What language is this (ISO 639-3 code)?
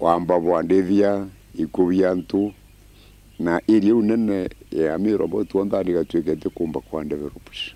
mer